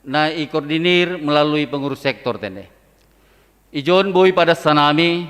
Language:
Batak Simalungun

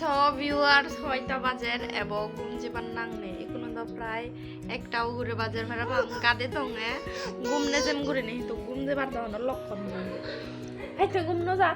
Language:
Chakma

